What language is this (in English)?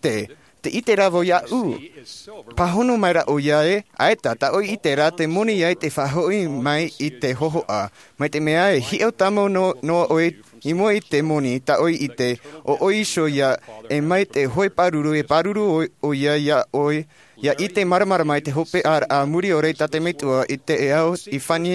Tahitian